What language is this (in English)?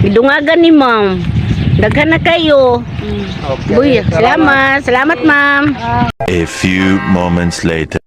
Cebuano